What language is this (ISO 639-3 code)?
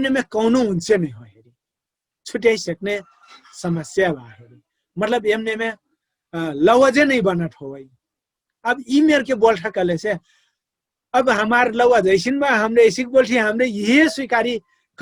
thl